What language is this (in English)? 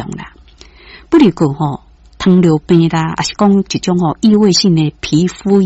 Min Nan Chinese